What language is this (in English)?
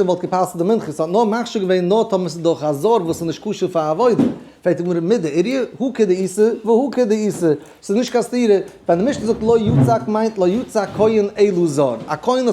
Yiddish